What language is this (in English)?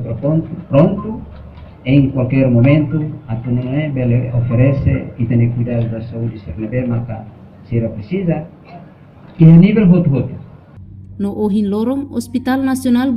Tetum